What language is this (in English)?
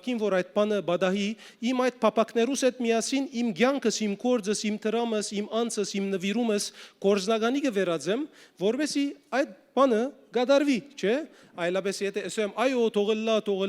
Western Armenian